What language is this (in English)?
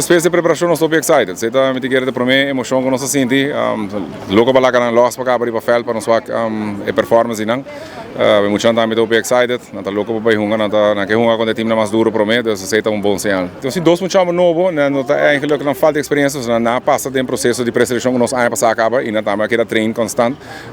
Papiamento